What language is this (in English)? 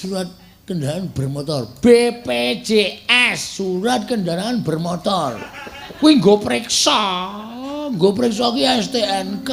Javanese